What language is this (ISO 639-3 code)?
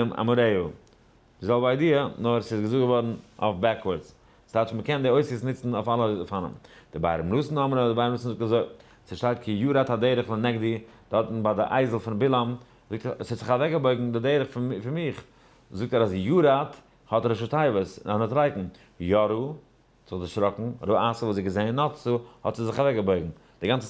yid